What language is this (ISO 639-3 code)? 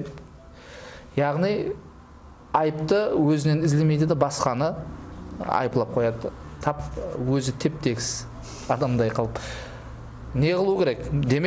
kaa